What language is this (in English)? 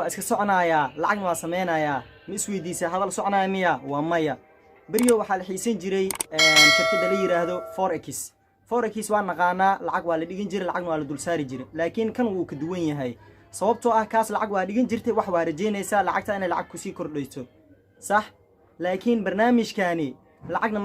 Somali